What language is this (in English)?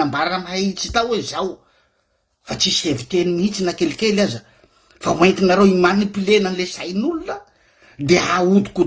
Malagasy